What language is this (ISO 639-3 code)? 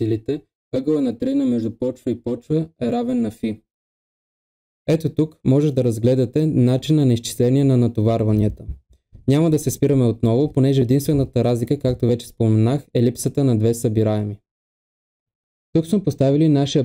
bul